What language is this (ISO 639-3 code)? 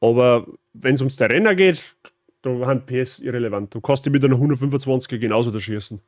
bar